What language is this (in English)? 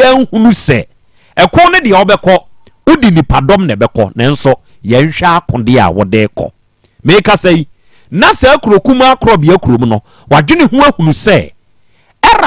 Akan